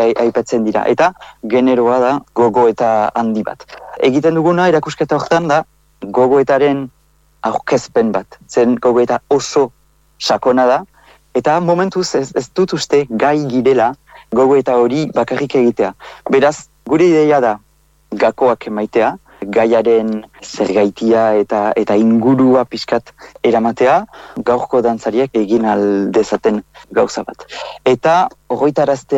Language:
Basque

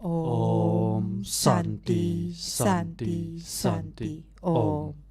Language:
Balinese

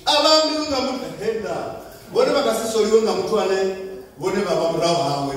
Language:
Venda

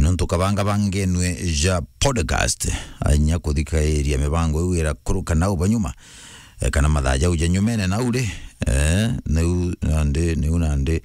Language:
Meru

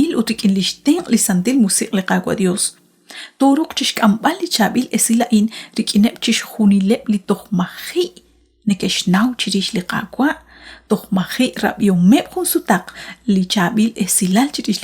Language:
Kekchí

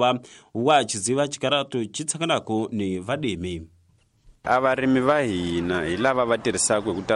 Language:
Tsonga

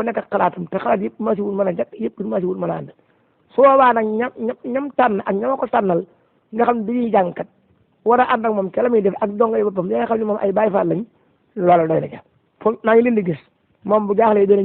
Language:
Wolof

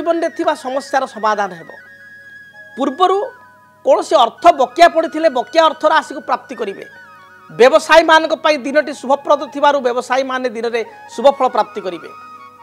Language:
Odia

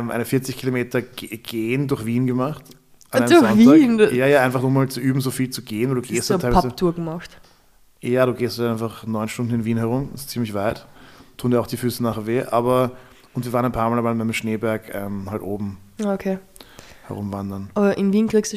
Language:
German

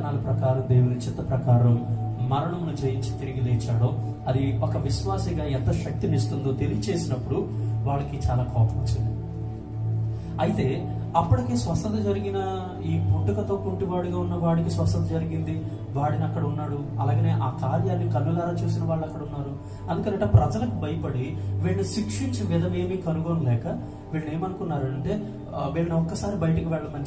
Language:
Telugu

